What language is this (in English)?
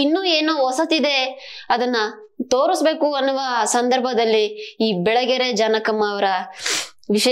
Kannada